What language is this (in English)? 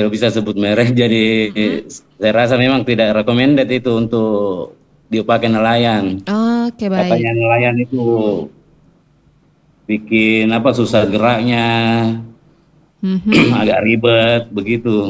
Indonesian